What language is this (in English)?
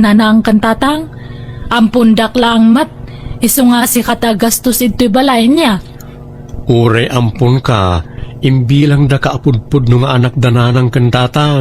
Iloko